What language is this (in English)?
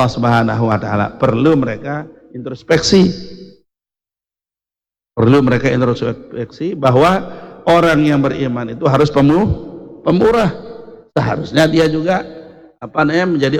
Indonesian